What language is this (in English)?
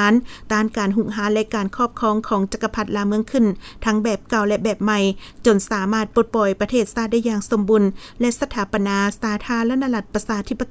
Lao